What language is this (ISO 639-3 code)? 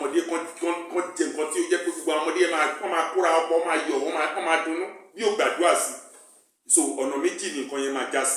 yor